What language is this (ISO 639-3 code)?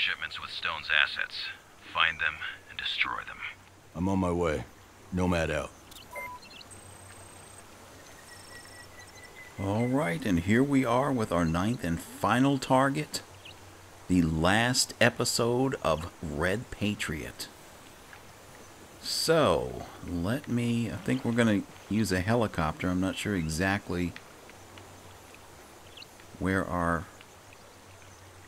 eng